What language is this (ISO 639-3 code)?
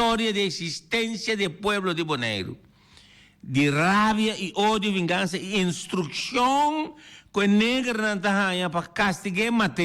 pap